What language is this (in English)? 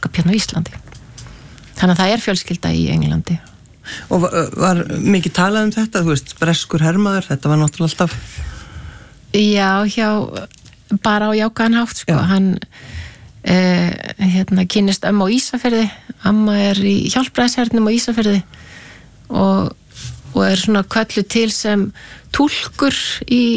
Icelandic